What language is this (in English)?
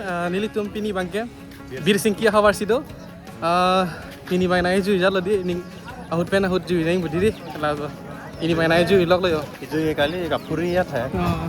Karbi